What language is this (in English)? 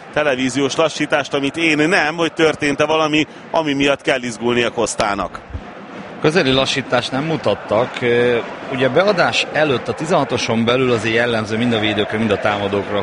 Hungarian